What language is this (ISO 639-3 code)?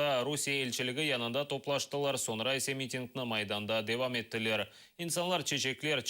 crh